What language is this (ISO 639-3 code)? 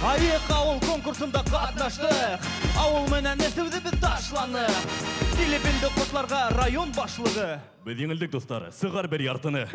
bak